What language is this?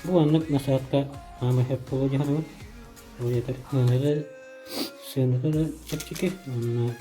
Yakut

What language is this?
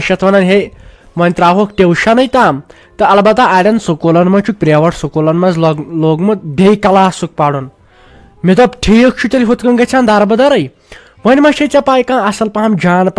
Kashmiri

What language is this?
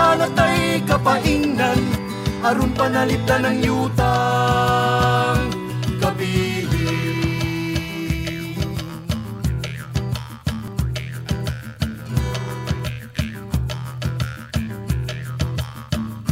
Filipino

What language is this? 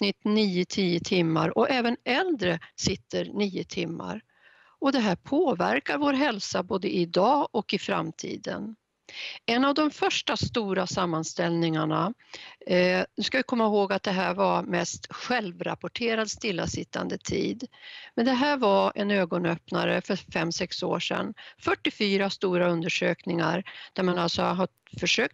Swedish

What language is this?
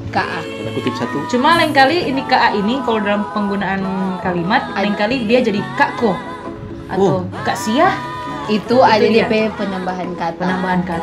Manado Malay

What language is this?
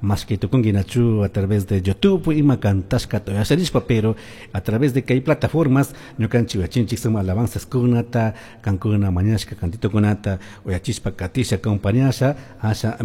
Chimborazo Highland Quichua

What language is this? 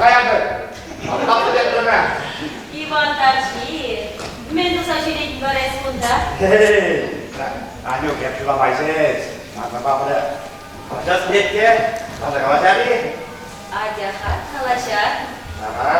Chuvash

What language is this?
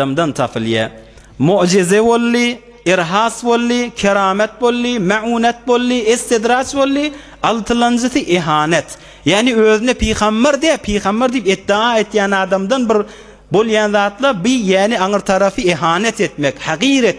Turkmen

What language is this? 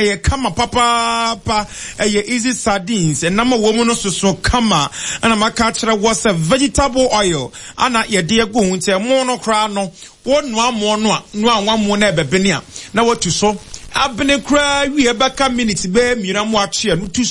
Akan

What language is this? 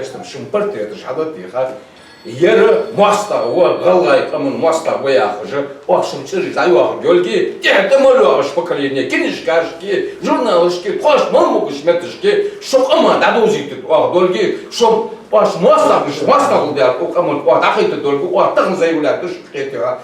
Ingush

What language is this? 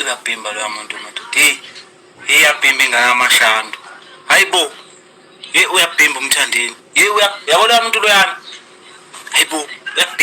Zulu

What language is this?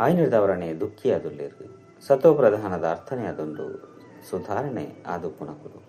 Tulu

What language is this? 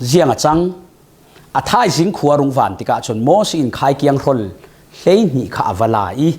Falam Chin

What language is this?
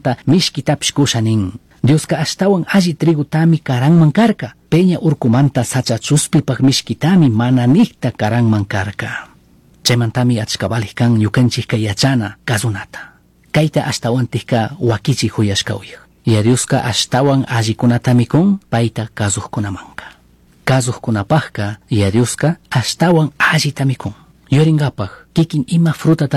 Chimborazo Highland Quichua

